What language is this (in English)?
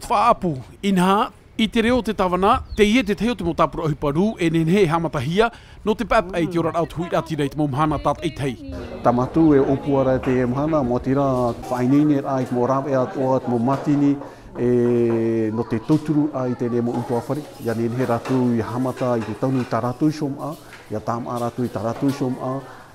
Tahitian